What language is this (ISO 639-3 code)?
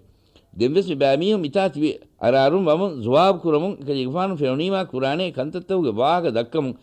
div